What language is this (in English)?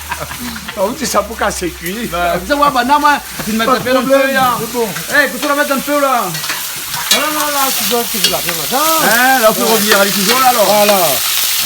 Réunion Creole French